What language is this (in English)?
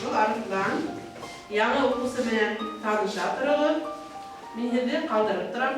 Bashkir